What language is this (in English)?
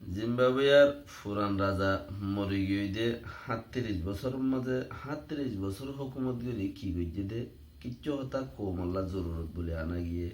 Rohingya